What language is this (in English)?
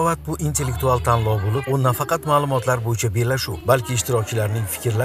Uzbek